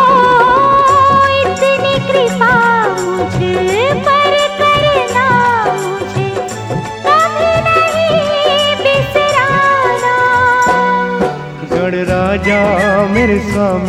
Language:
Hindi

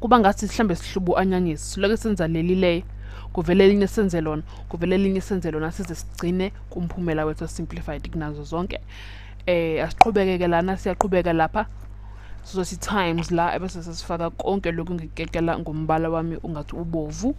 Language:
Zulu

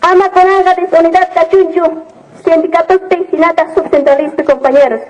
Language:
South Bolivian Quechua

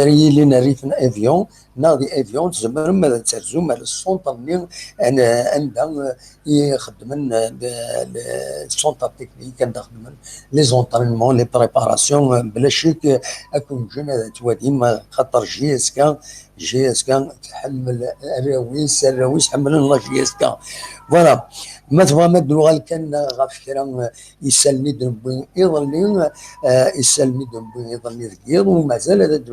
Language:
Kabyle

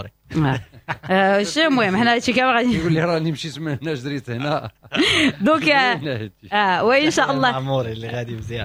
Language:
Moroccan Arabic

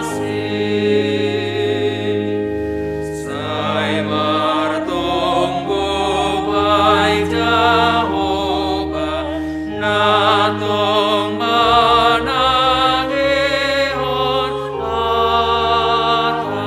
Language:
Batak Simalungun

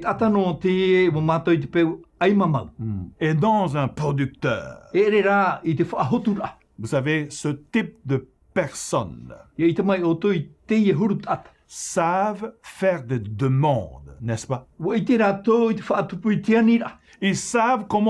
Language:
Tahitian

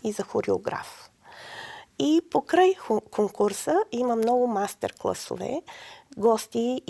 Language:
Bulgarian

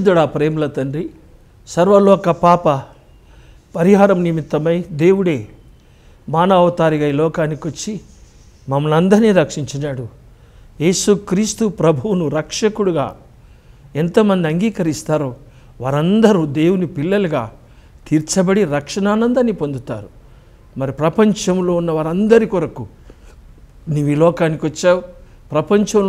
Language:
Telugu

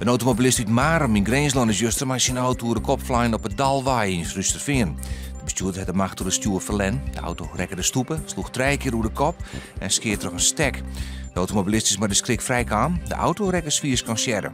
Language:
Western Frisian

